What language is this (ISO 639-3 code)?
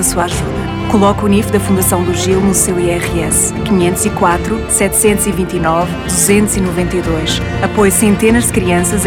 por